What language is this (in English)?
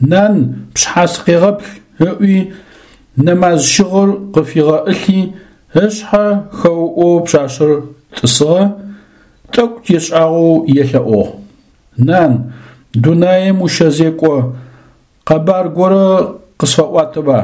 Adyghe